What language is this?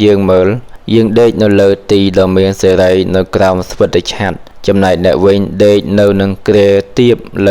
Khmer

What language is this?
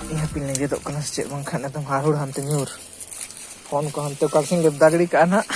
Santali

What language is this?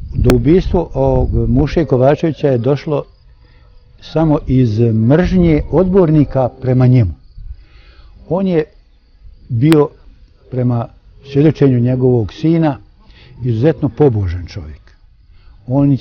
Bosnian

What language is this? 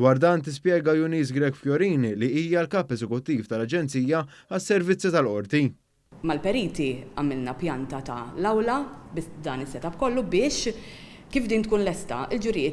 Maltese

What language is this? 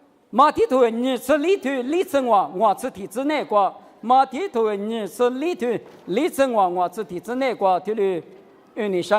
Lisu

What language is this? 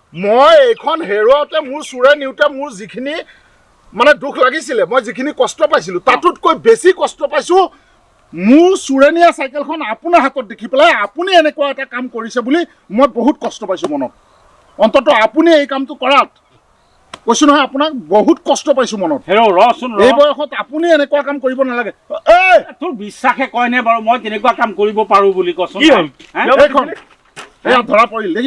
Assamese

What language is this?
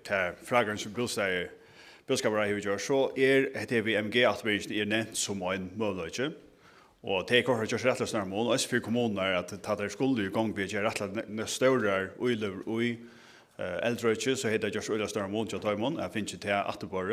Faroese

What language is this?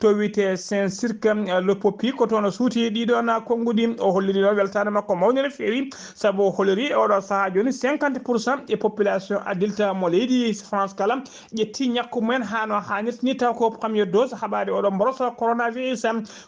Fula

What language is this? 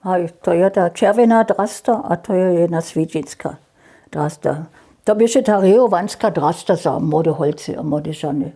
Upper Sorbian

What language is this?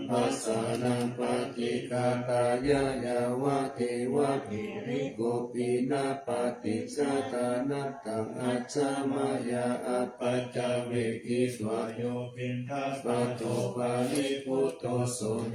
Pali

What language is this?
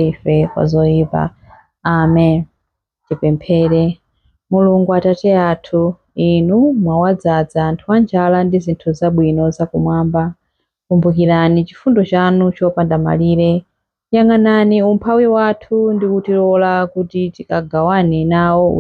Nyanja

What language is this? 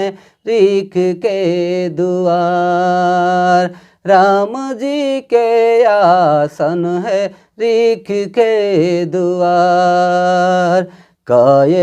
Sadri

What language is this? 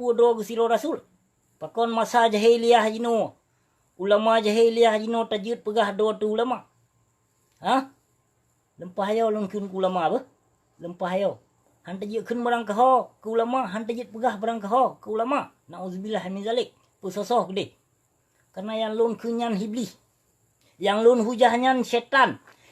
Achinese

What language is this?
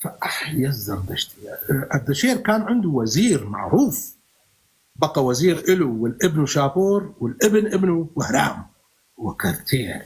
North Levantine Arabic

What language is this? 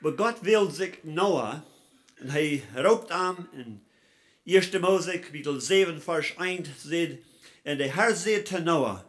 Plautdietsch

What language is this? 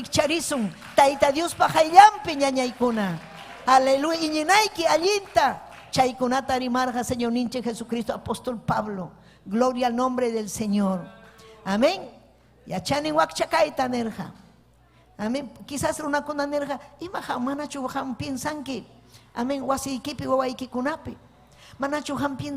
Ayacucho Quechua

